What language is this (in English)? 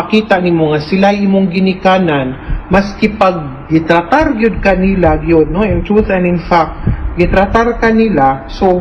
Cebuano